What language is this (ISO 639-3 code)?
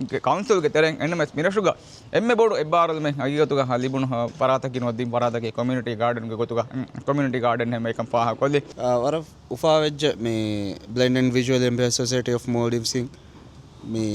div